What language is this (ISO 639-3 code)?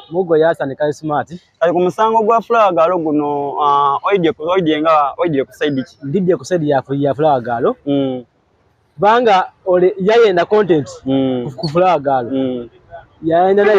xog